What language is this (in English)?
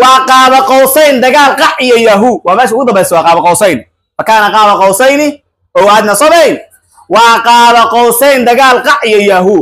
Somali